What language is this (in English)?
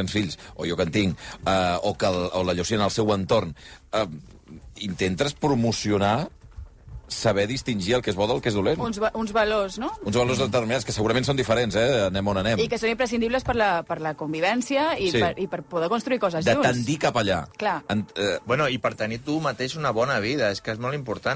Catalan